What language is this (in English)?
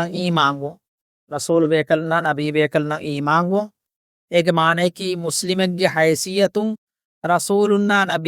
Divehi